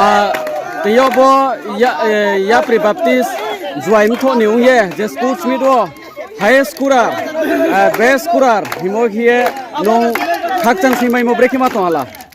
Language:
Riang (India)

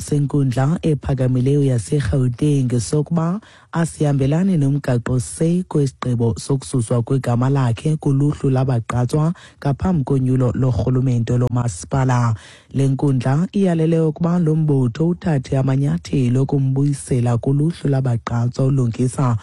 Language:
Xhosa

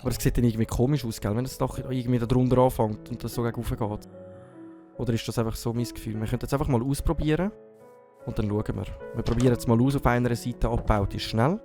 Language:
Swiss German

